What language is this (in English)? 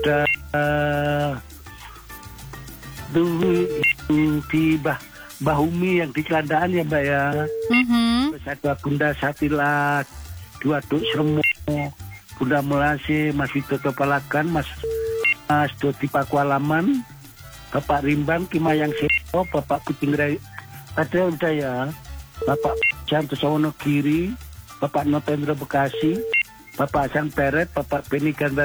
Indonesian